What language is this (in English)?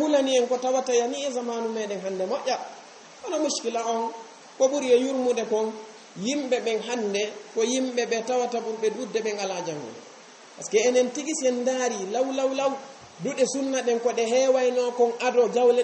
Fula